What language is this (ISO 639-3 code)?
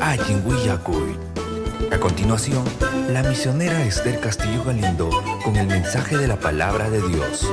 quy